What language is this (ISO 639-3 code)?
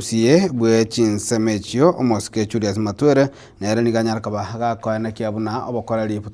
guz